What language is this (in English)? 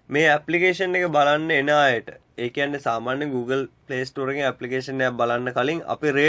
Sinhala